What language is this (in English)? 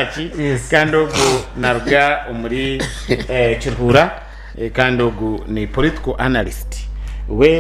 Nyankole